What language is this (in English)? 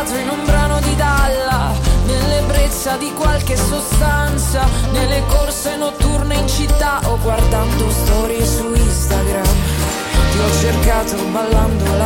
Italian